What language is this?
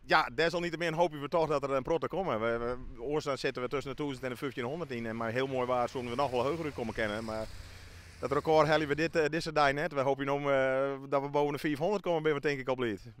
Western Frisian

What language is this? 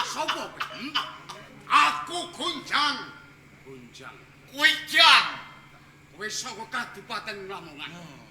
Javanese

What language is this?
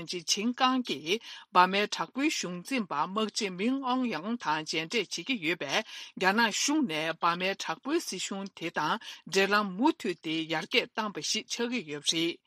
Tibetan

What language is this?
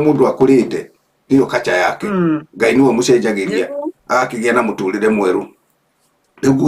Kikuyu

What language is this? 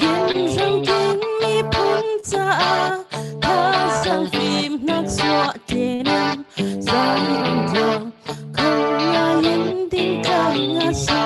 Falam Chin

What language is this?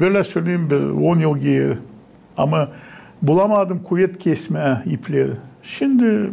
Gagauz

